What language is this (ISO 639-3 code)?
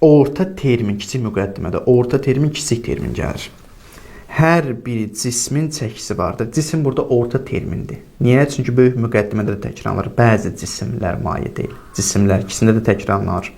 aze